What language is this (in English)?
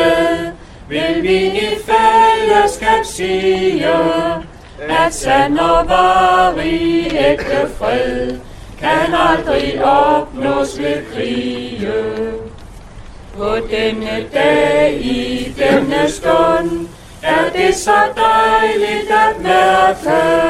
Danish